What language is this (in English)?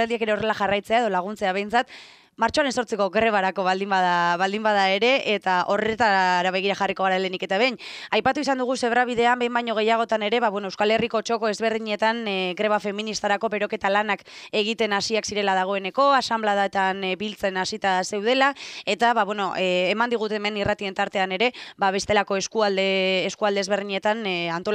Basque